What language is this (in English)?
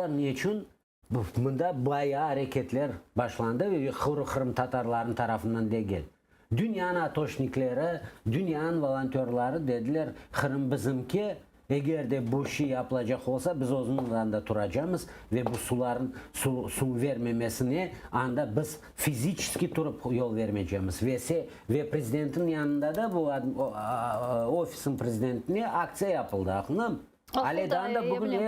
Crimean Tatar